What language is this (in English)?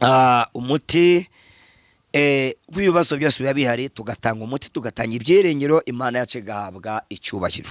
Kinyarwanda